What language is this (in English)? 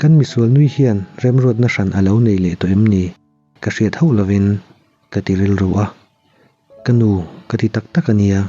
Mizo